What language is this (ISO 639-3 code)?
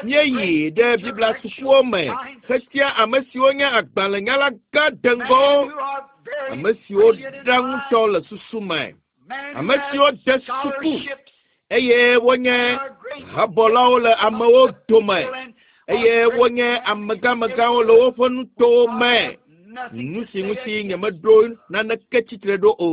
ewe